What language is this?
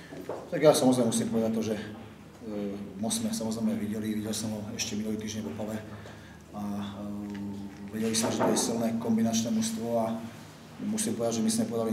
Czech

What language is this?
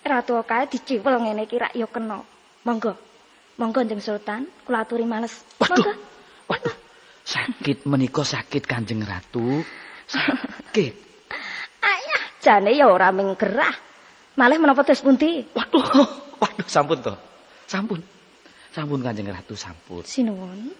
Javanese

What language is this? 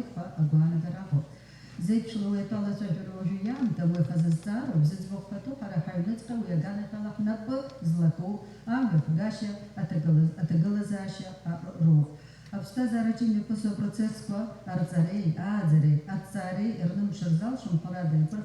Abkhazian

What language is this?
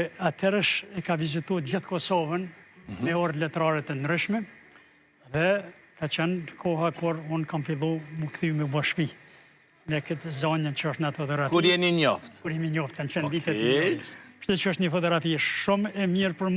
Albanian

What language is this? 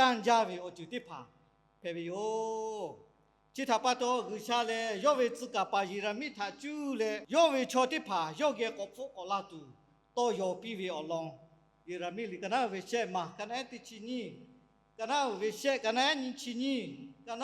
Lahu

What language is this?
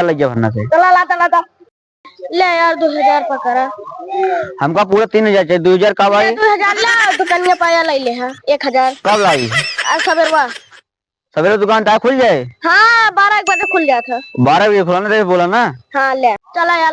Awadhi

